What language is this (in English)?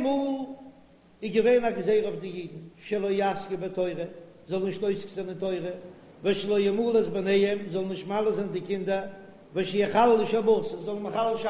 Yiddish